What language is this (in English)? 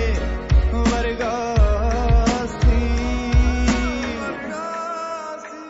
Punjabi